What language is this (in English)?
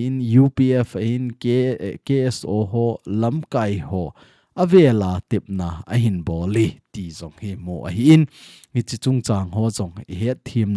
Thado Chin